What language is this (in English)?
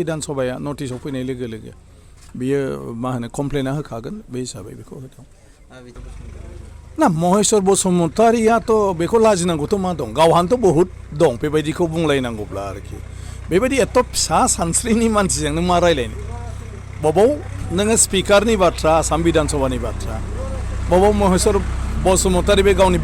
Bodo